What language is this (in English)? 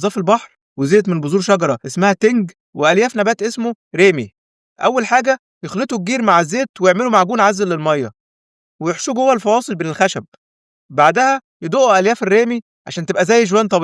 Egyptian Arabic